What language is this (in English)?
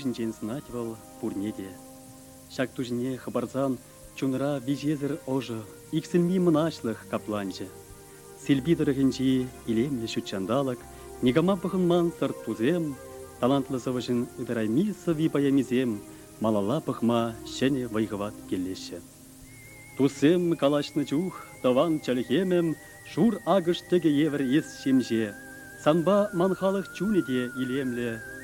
Chuvash